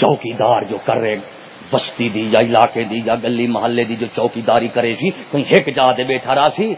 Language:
Saraiki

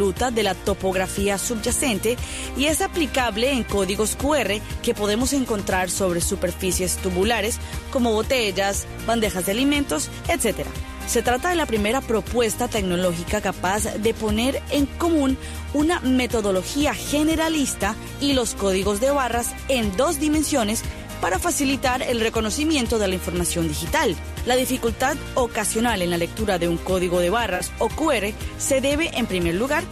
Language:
Spanish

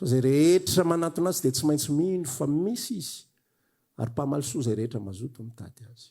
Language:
Malagasy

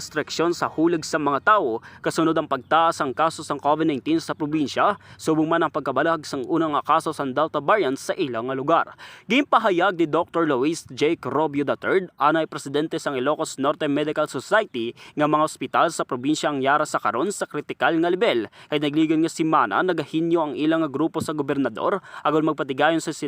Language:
Hiligaynon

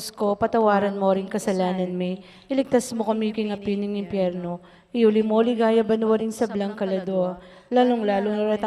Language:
Pampanga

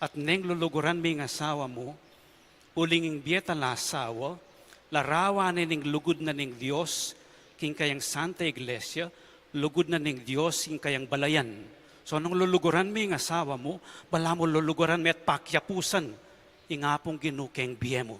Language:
Pampanga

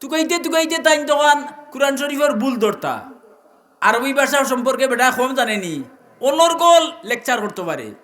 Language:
Sylheti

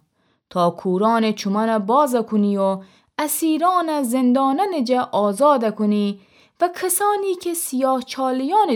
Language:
Gilaki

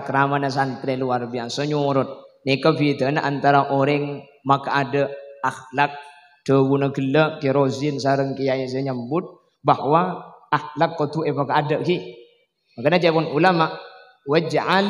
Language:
Madurese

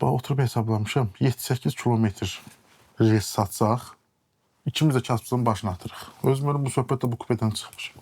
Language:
Azerbaijani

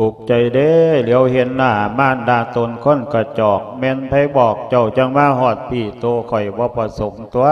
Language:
Lao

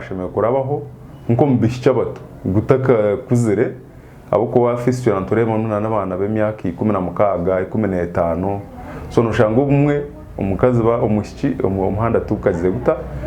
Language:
Nyankole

